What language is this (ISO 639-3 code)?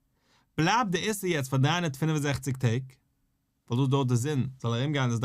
yid